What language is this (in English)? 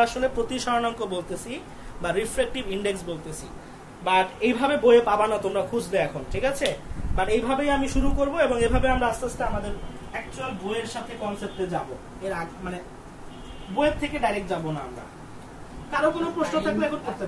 Bangla